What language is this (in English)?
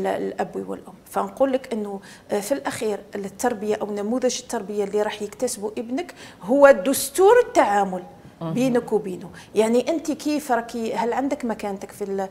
Algerian Arabic